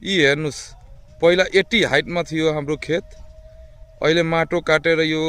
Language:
Nepali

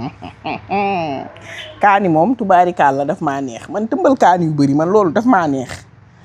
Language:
Wolof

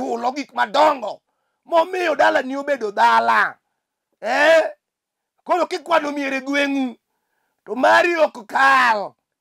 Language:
Luo (Kenya and Tanzania)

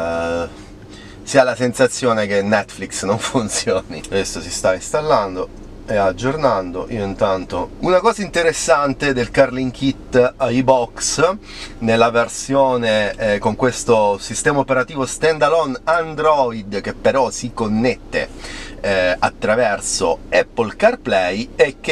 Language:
Italian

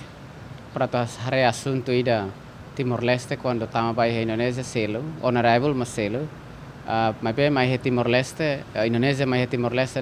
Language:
Tetum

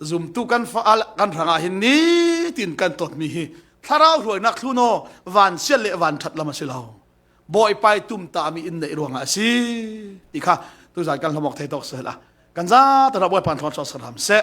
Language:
Falam Chin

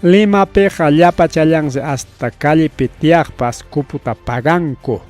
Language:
Ayacucho Quechua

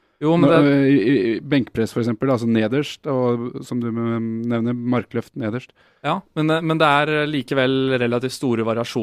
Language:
Norwegian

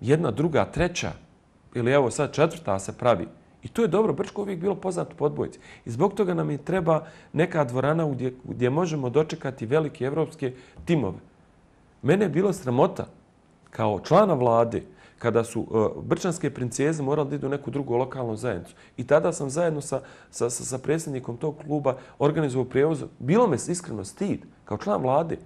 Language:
Bosnian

